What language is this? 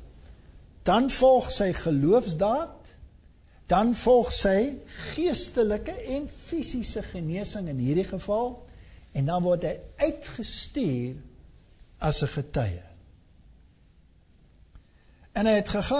Afrikaans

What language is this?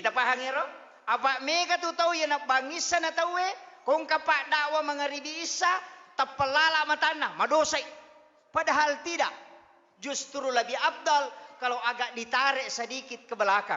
Buginese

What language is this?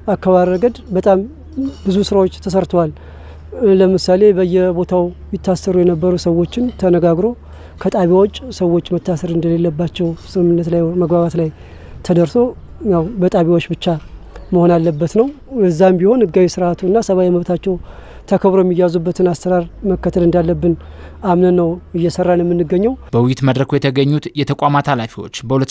Amharic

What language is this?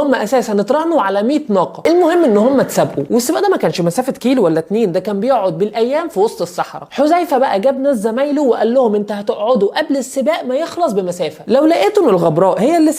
Egyptian Arabic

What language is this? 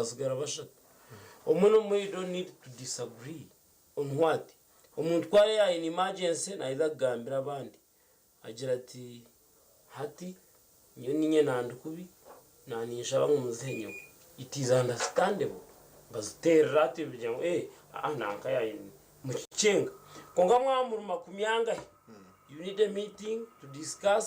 Nyankole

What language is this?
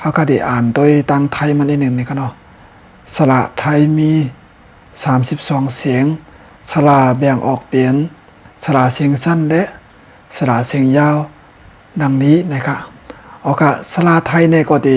Shan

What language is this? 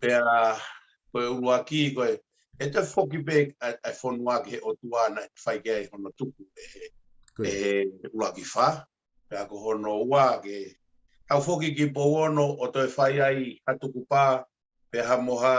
Tongan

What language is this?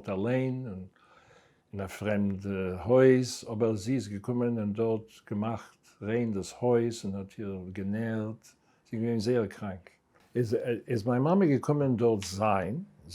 Yiddish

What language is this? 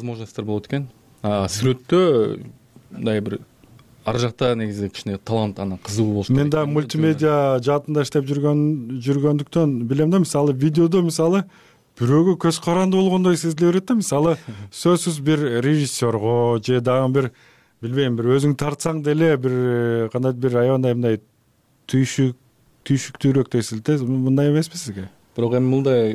Kyrgyz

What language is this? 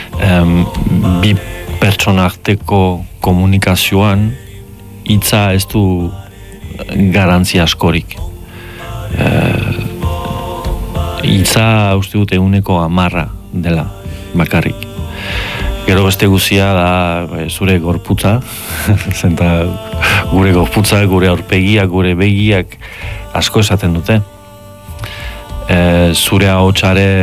Basque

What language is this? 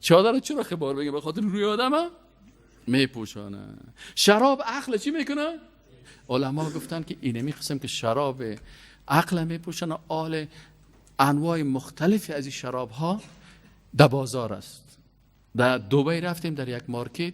Persian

